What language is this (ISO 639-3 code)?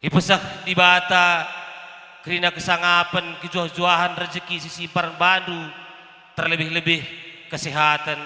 btx